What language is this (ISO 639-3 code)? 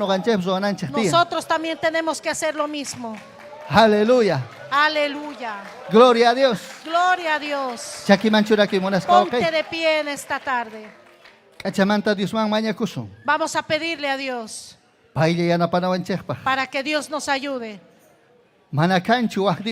quy